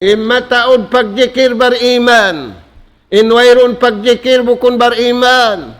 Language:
Tausug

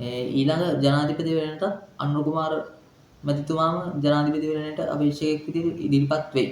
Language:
Sinhala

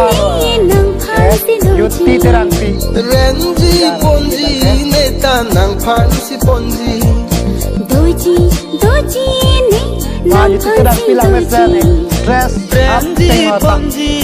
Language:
Karbi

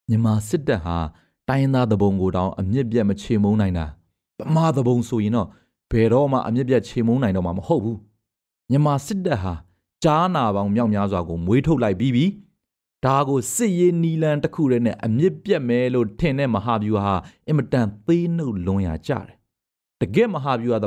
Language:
Burmese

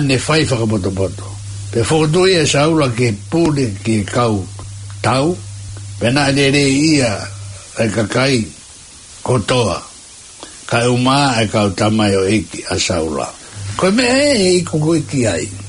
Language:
Tongan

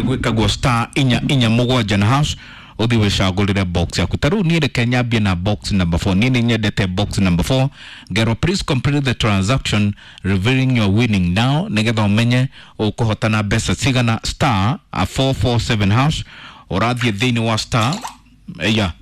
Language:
Kikuyu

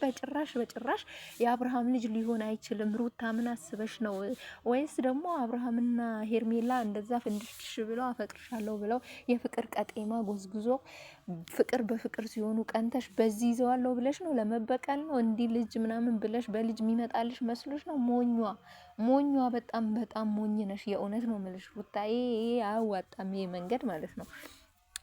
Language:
Amharic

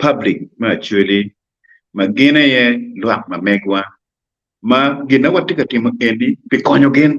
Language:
Acoli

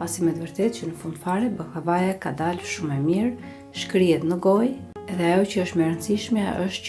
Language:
Albanian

